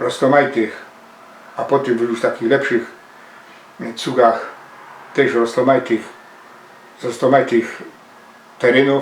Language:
Silesian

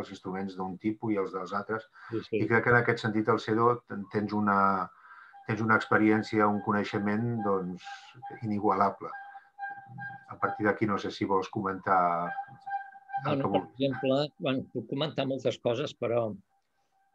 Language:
Catalan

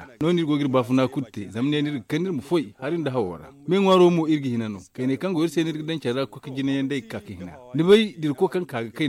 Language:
Zarma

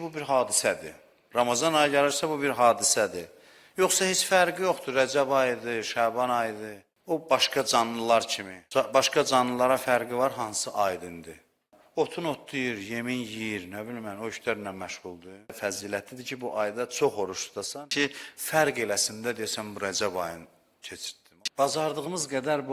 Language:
Azerbaijani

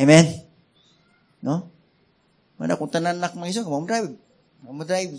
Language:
Cebuano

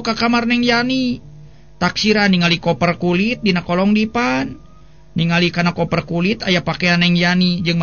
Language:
Sundanese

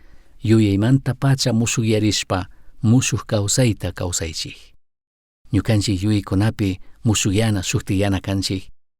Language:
Chimborazo Highland Quichua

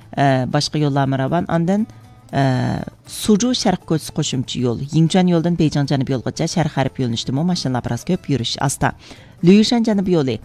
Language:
Uyghur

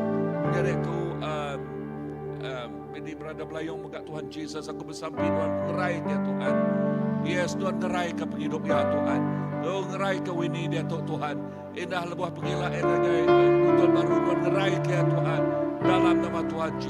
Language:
Iban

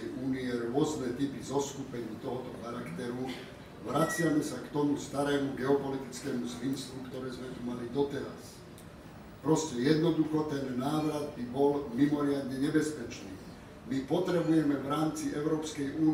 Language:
Slovak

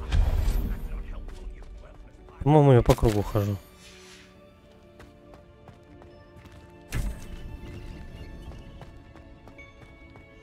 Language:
Russian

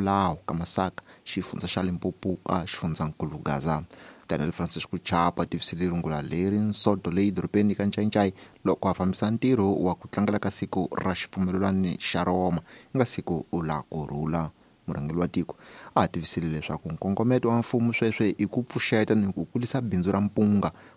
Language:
Tsonga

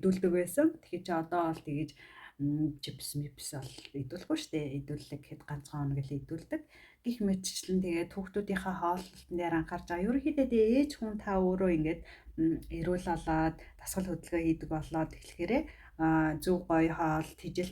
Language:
Mongolian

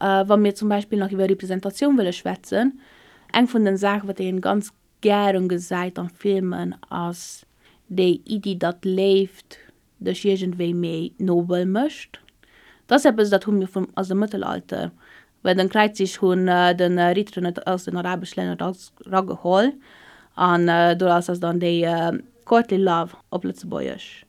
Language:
Luxembourgish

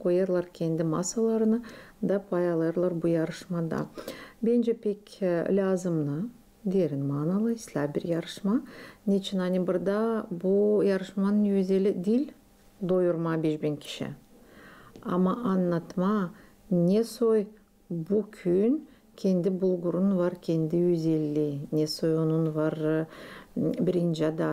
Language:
Gagauz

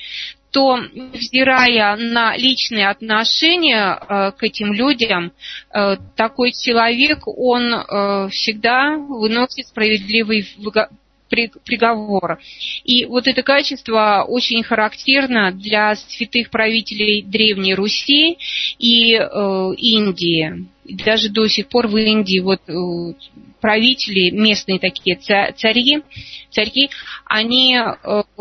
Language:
Russian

